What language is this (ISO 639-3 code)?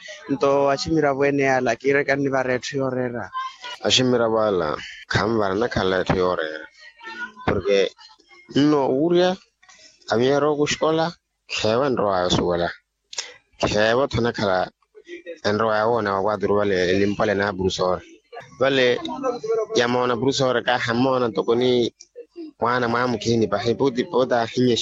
vmw